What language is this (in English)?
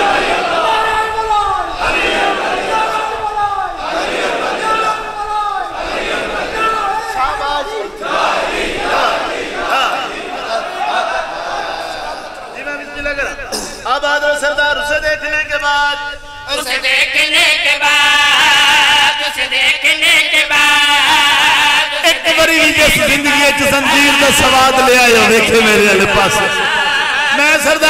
Hindi